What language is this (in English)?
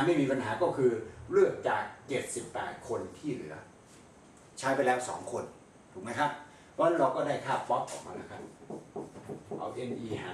Thai